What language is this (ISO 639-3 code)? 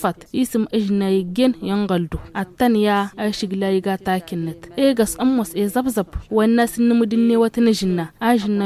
taq